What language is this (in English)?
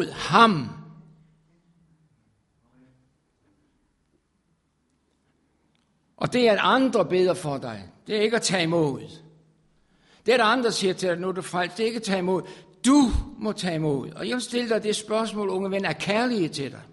Danish